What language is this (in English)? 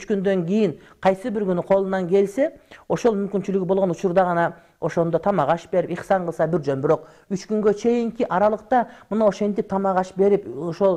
Kyrgyz